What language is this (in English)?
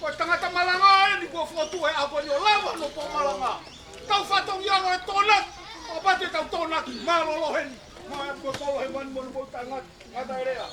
Tongan